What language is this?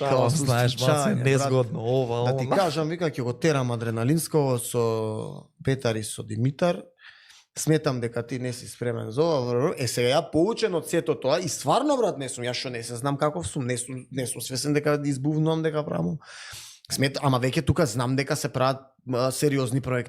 Macedonian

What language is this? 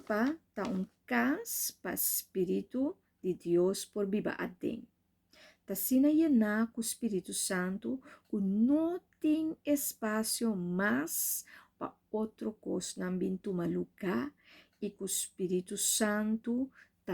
Papiamento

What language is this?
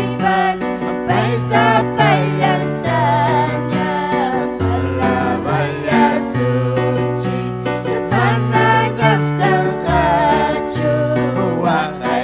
Ayacucho Quechua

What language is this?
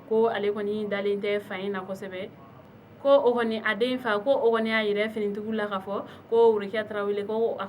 Bambara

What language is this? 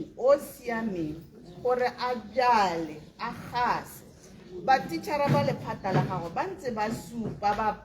Tswana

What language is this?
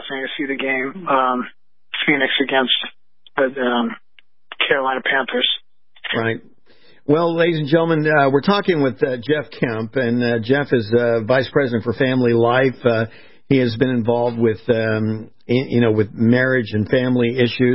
English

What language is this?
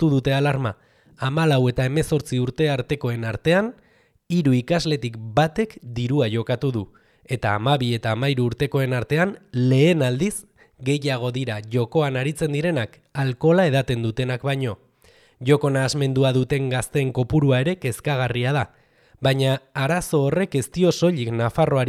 Basque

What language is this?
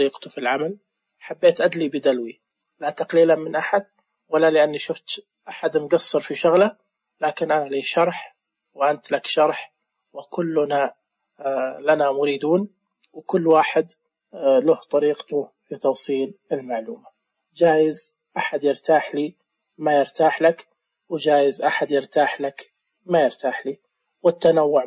Najdi Arabic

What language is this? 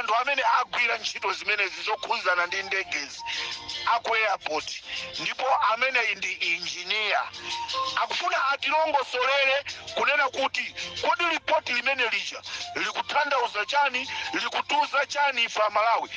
Nyanja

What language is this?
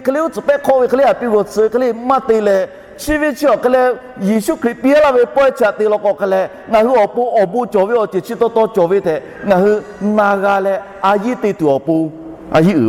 Lahu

